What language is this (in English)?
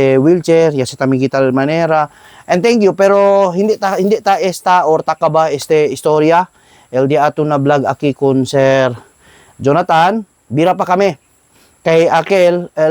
Chavacano